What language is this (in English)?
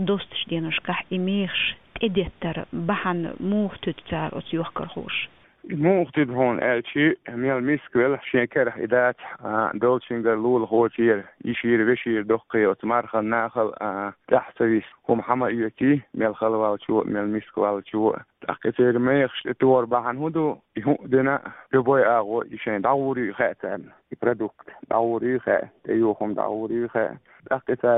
Chechen